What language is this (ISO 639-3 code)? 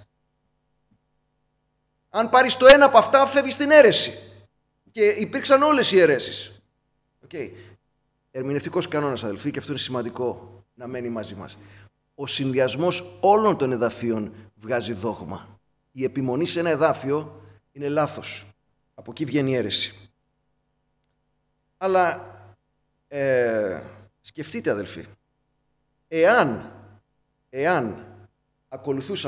ell